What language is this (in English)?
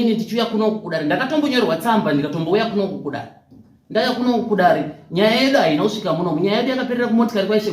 Shona